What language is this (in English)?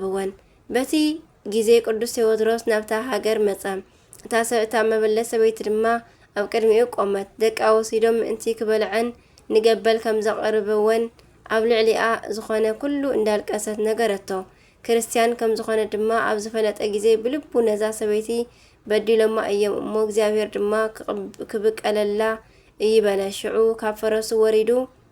Tigrinya